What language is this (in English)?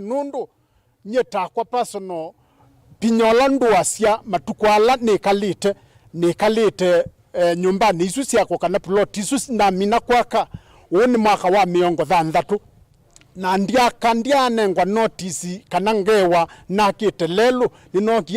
Kamba